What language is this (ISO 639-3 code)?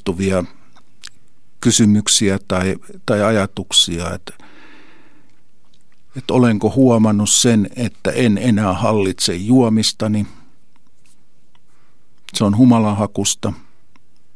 fin